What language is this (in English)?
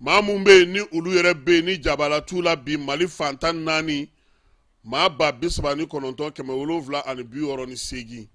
Bambara